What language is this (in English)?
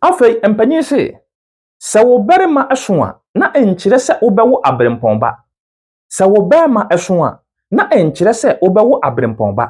Akan